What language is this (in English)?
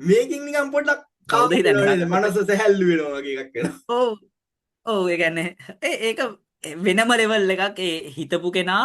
Sinhala